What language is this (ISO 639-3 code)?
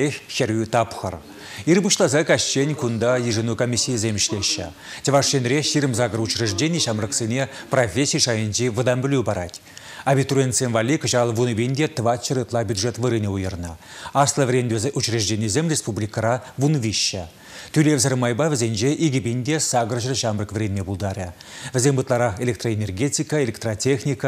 chv